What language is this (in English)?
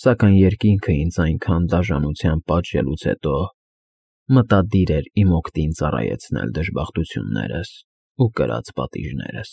Armenian